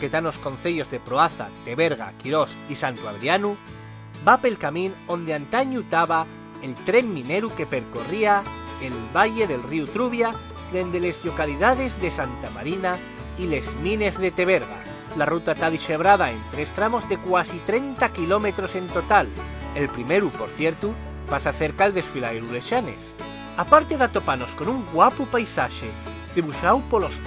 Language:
Asturian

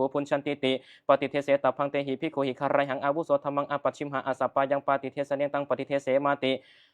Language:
Pali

